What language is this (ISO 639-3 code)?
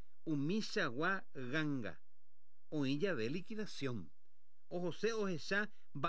grn